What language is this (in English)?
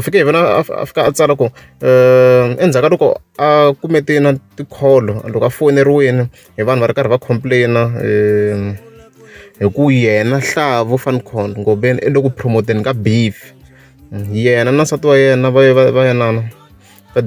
Tsonga